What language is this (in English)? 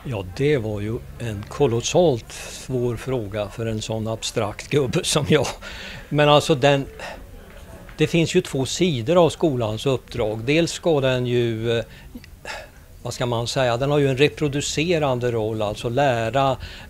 Swedish